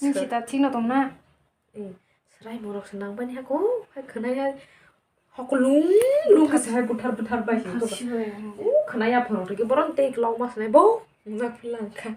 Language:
Kok Borok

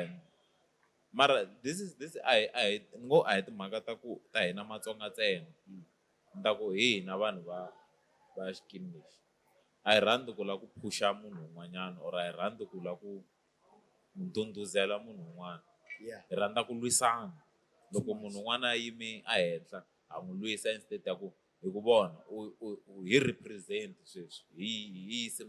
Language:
Tsonga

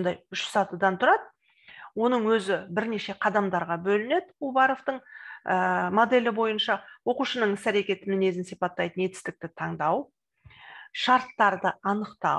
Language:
Kazakh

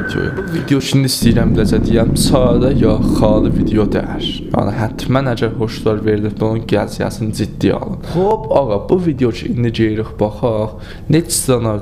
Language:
South Azerbaijani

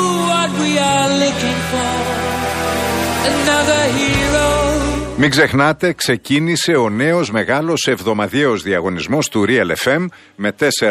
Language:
Greek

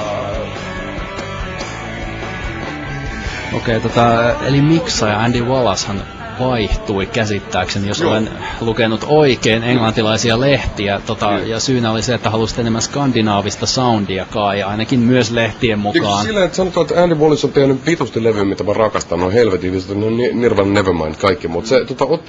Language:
Finnish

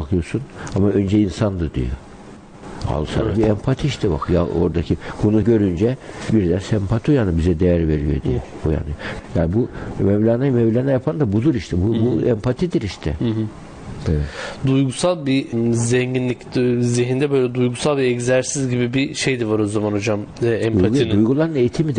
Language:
Turkish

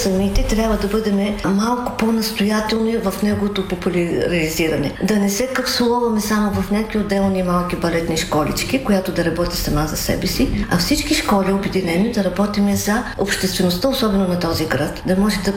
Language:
Bulgarian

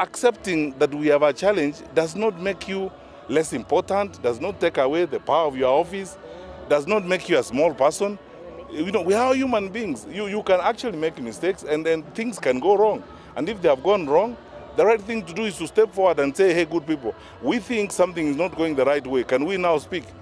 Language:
Gusii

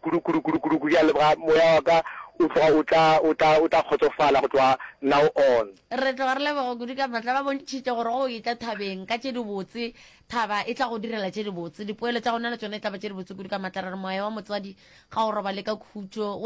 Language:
Northern Sotho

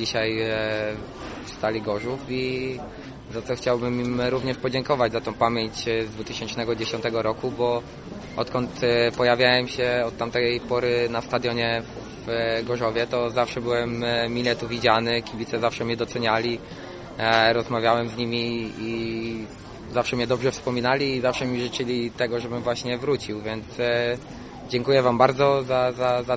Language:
Polish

